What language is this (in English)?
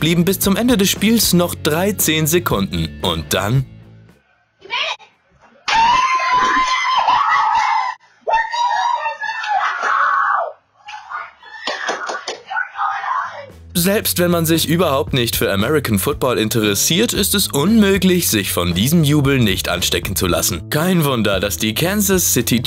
German